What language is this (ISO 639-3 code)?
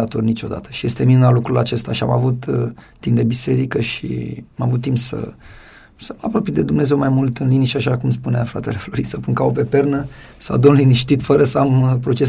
ron